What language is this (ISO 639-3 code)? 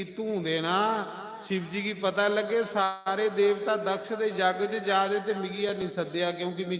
doi